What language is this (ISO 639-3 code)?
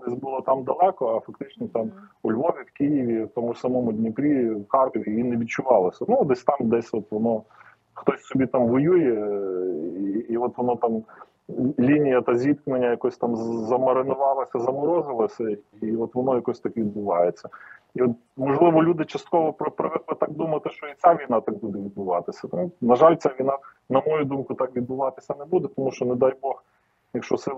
ukr